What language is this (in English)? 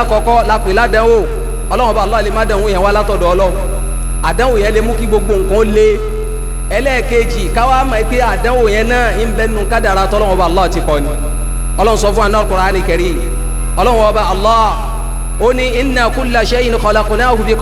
Yoruba